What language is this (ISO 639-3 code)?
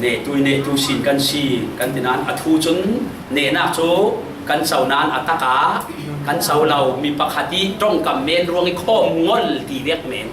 cfm